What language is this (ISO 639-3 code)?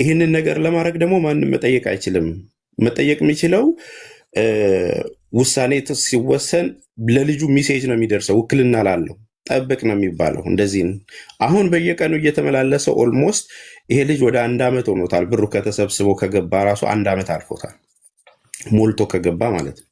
amh